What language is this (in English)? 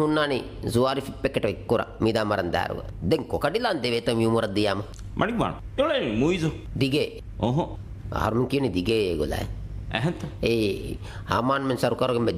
Divehi